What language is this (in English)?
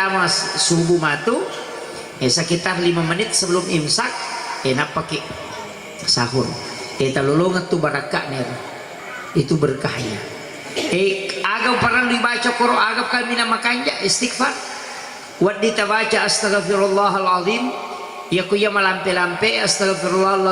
Buginese